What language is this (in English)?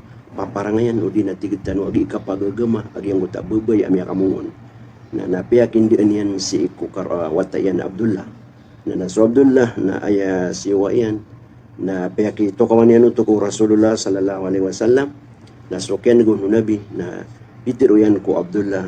Maranao